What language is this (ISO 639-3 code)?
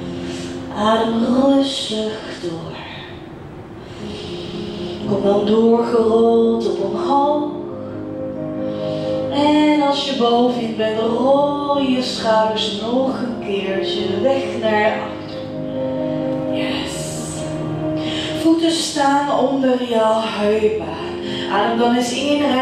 nld